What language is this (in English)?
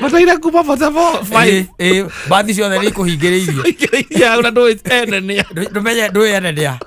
Kikuyu